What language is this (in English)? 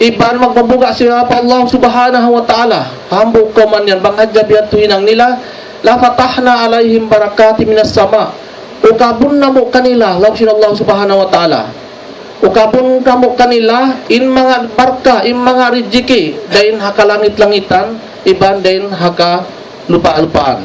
Tausug